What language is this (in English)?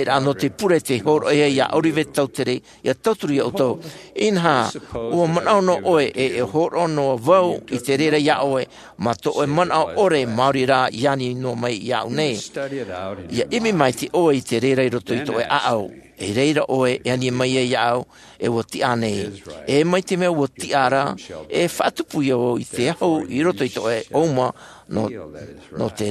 Tahitian